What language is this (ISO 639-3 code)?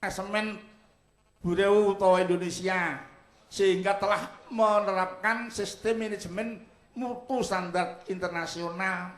jav